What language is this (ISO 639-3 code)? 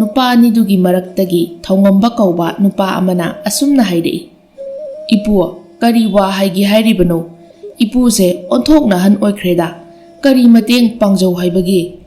mni